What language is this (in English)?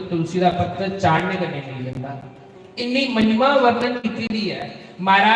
Dogri